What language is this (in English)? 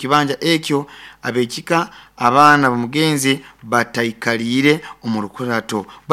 Nyoro